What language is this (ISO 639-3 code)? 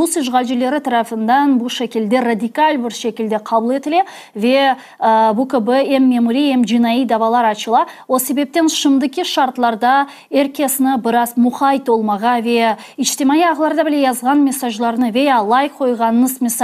crh